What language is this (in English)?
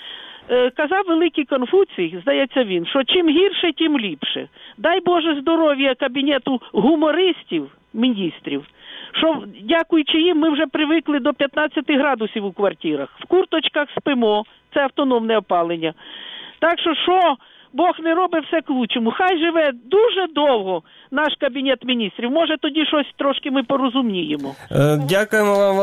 Ukrainian